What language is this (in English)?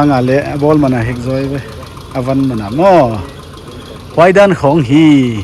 Paite Chin